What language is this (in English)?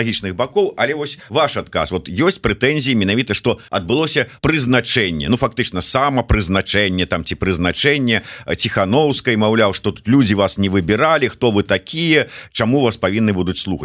Belarusian